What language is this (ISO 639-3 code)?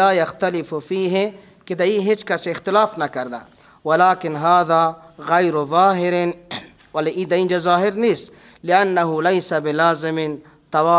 fas